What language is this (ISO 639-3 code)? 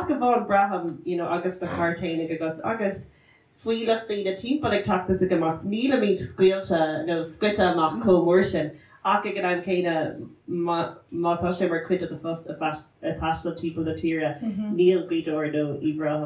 gle